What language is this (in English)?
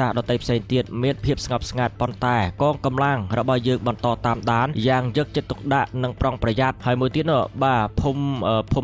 Khmer